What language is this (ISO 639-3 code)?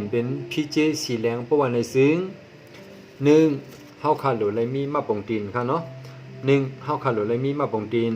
shn